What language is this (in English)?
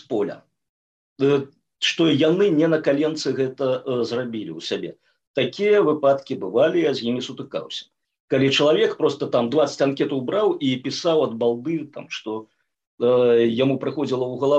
Belarusian